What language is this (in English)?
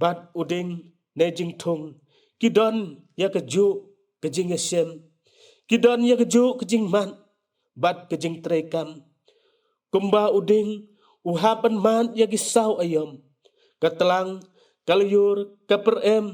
Khasi